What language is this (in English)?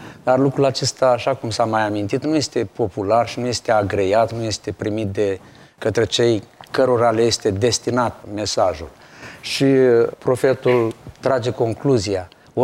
Romanian